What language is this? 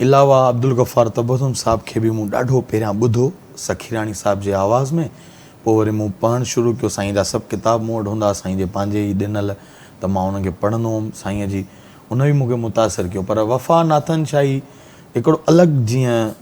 Sindhi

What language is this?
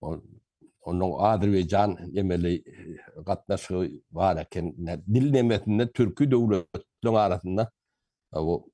Turkmen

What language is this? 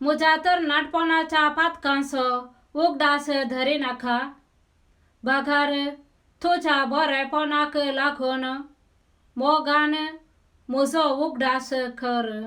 Konkani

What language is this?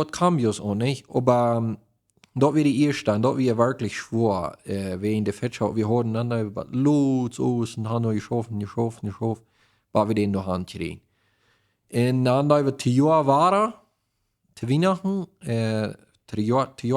Plautdietsch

